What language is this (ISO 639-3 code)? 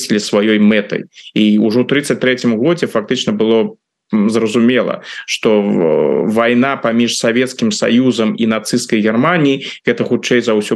bel